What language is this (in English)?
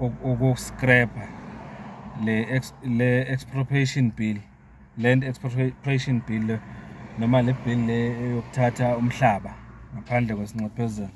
Zulu